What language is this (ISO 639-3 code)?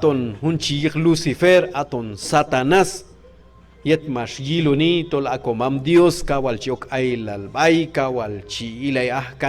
kjb